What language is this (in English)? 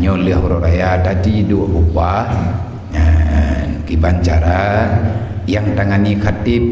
Achinese